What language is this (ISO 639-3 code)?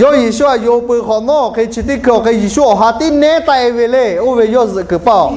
lhu